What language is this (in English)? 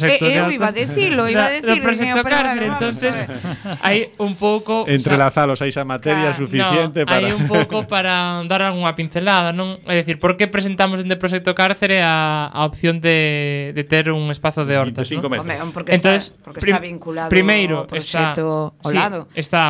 Galician